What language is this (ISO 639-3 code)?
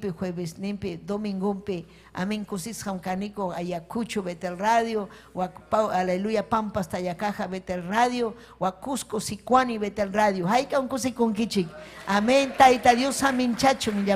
quy